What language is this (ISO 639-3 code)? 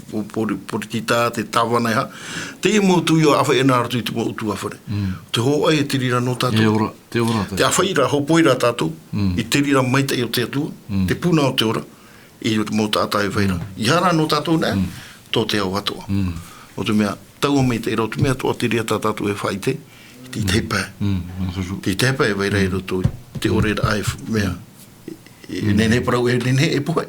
tah